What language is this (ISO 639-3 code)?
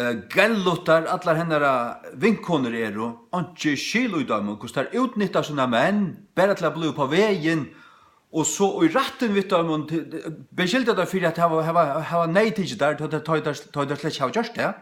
fao